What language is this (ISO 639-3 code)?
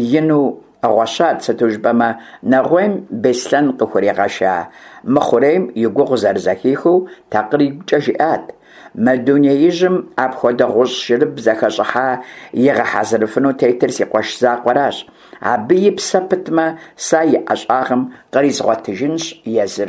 kbd